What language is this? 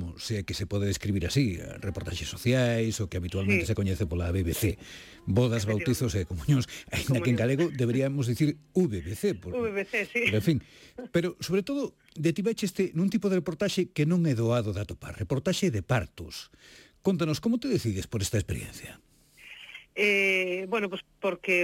Galician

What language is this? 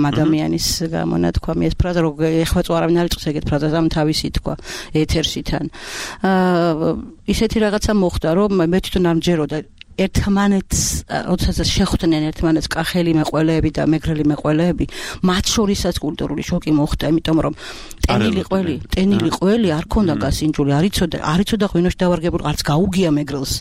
Georgian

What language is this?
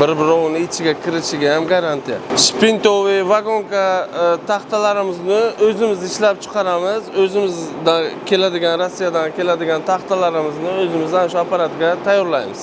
Uzbek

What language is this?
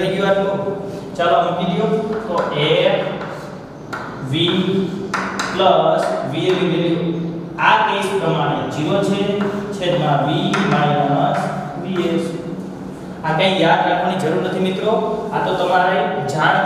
Gujarati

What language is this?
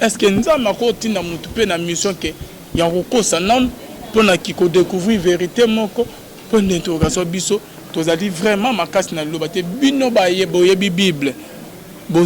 Lingala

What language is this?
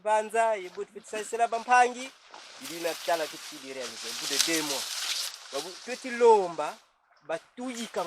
Kongo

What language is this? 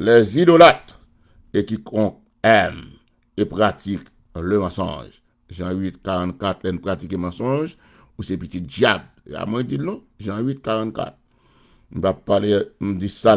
Haitian Creole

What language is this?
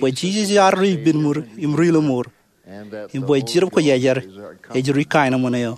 Marshallese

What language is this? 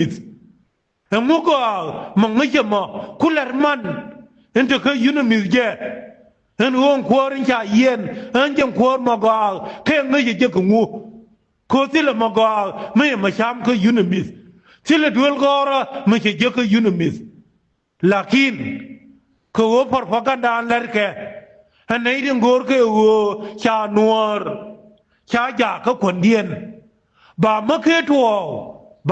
Nuer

